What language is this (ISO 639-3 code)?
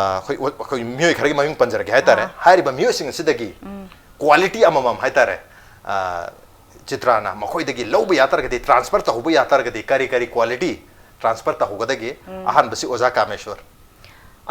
mni